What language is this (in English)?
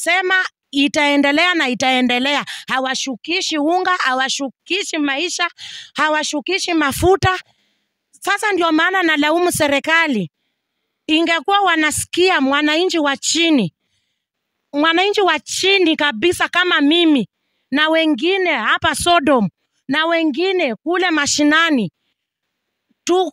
Swahili